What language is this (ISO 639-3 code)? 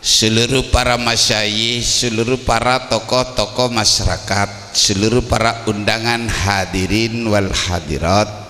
mad